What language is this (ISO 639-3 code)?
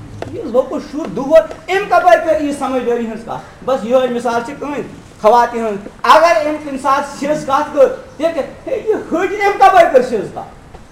kas